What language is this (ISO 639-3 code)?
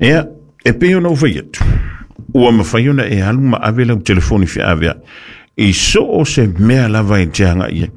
smo